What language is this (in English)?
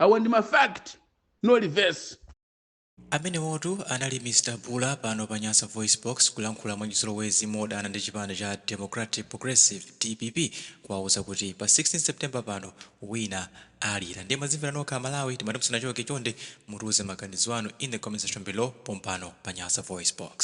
Nyanja